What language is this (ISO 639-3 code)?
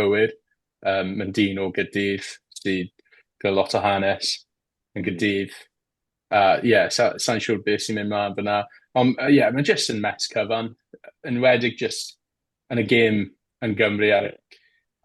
cym